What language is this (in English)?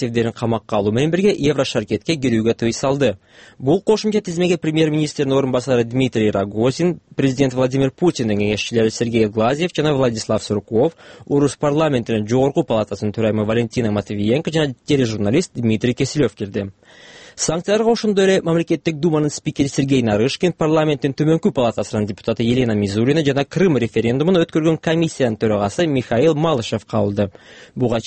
Kyrgyz